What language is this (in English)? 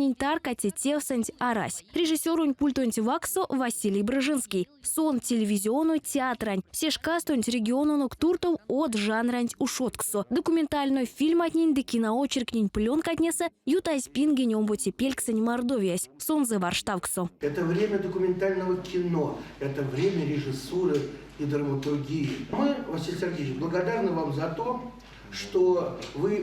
Erzya